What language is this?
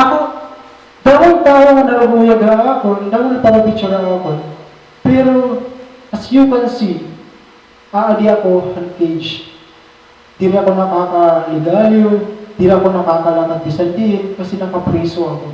Waray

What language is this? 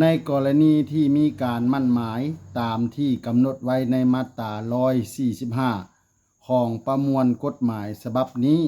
Lao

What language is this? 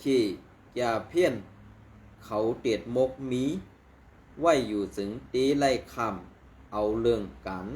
Shan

